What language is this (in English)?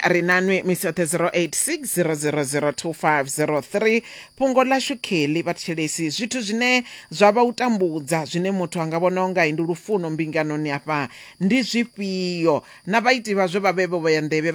Venda